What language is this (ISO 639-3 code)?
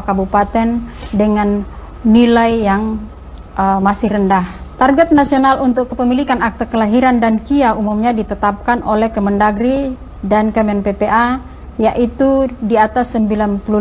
ind